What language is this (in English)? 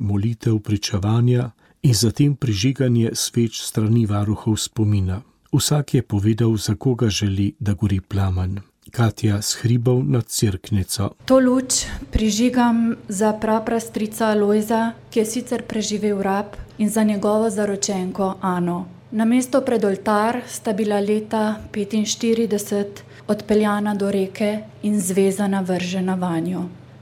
Slovenian